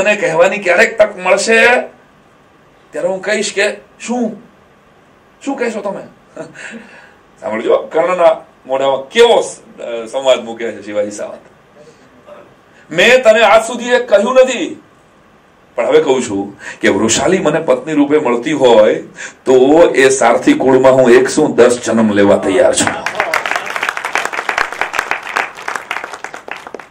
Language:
Gujarati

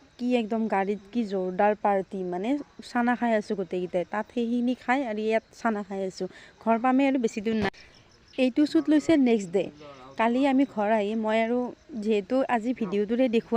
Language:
Assamese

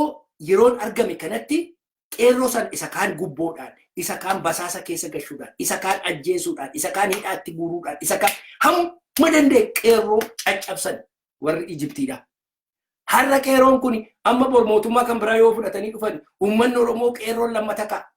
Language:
Oromo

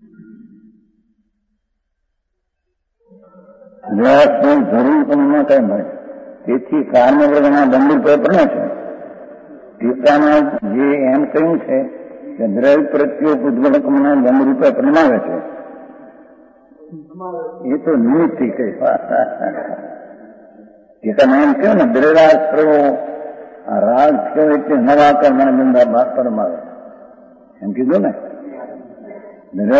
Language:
Gujarati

